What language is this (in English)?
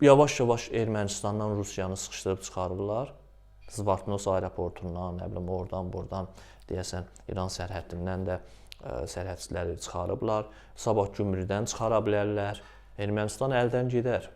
Azerbaijani